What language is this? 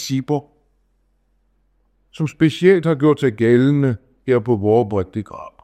Danish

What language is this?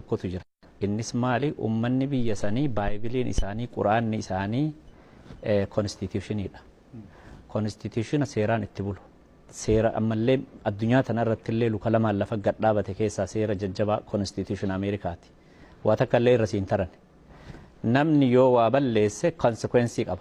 Oromo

